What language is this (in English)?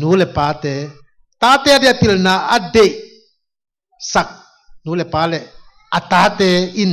Tedim Chin